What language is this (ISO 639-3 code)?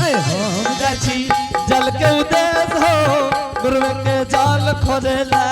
anp